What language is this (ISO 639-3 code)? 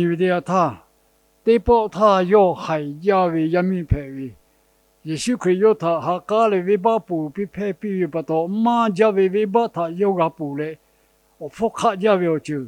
lhu